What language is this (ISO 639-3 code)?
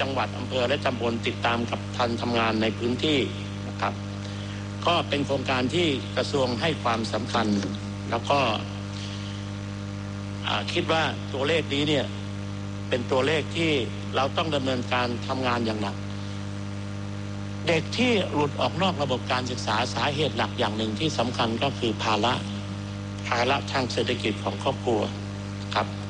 tha